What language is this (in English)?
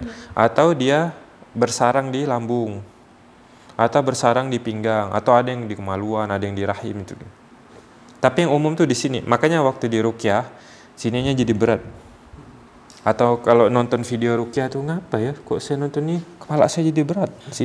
Indonesian